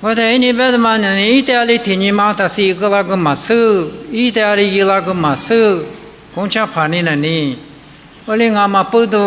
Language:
Lisu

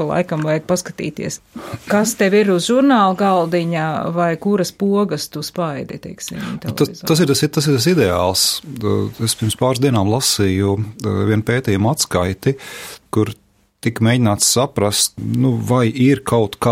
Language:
Latvian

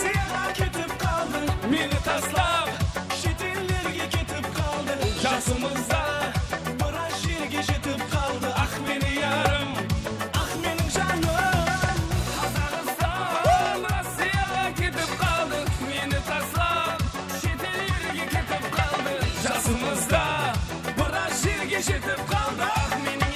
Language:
Kara-Kalpak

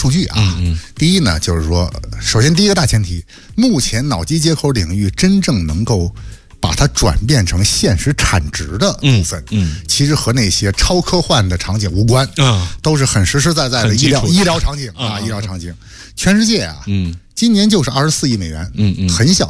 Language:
Chinese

